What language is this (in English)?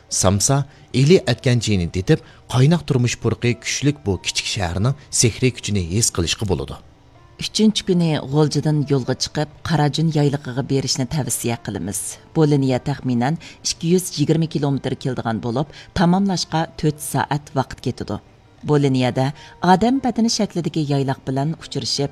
Uyghur